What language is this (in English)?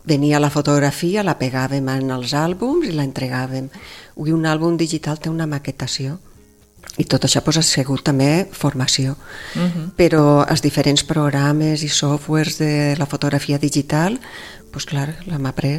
Catalan